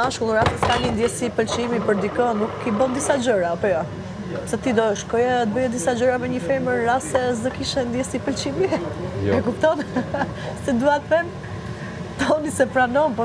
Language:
Albanian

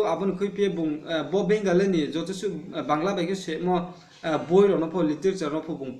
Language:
Riang (India)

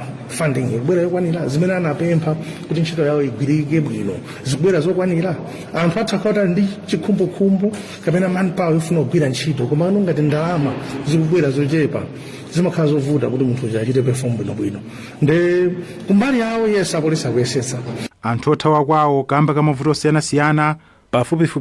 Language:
Nyanja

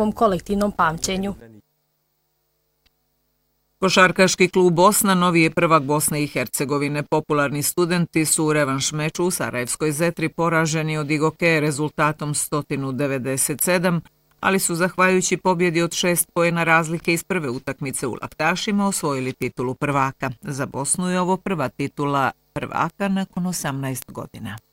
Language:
Bosnian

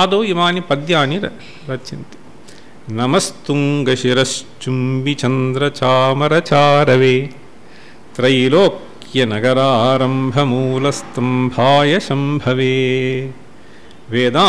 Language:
Sanskrit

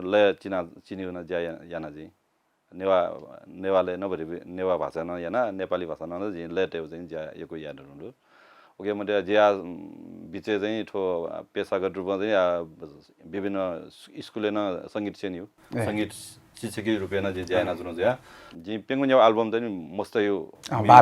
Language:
Newari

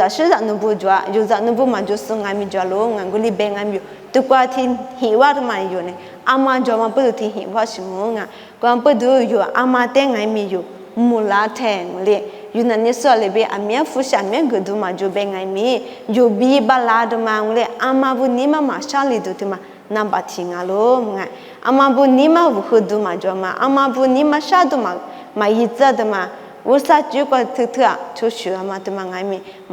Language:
Lisu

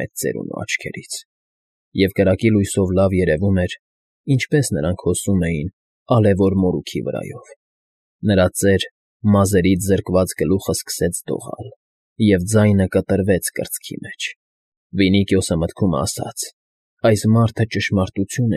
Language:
Armenian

